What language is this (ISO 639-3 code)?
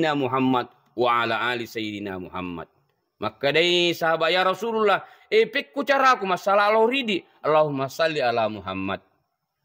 bug